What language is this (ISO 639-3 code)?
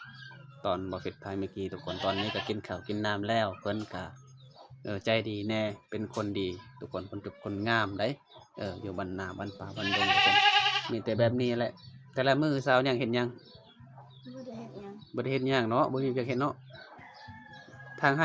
lao